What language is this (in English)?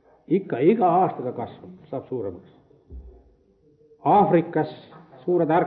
Estonian